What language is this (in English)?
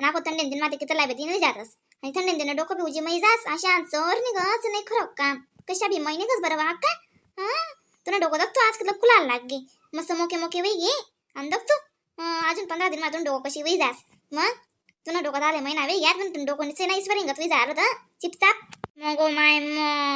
Khandesi